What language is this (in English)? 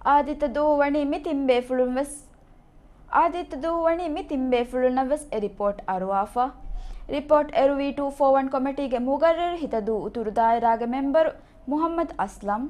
Divehi